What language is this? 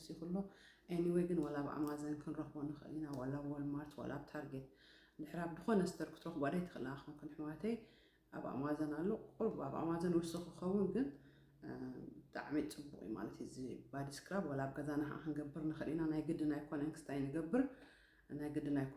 Tigrinya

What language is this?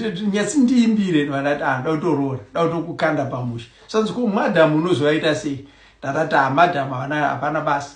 Shona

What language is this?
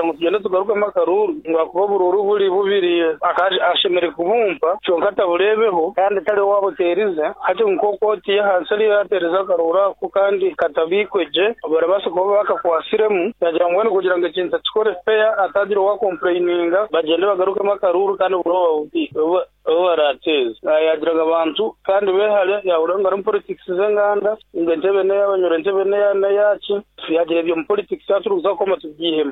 Nyankole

